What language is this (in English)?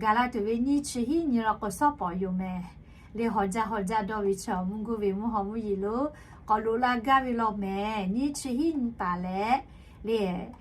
Lahu